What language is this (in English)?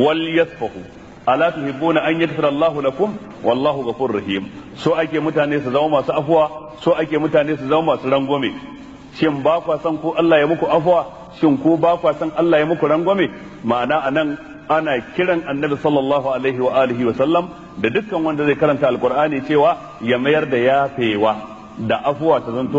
Hausa